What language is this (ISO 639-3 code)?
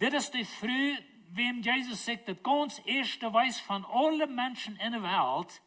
pdt